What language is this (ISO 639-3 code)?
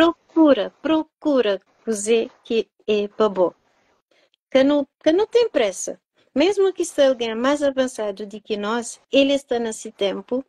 kea